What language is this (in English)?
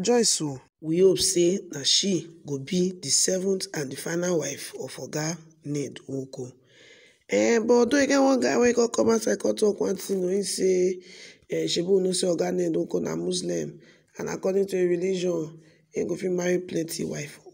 Nigerian Pidgin